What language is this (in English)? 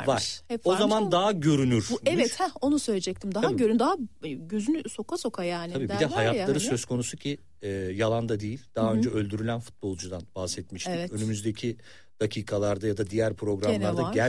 Turkish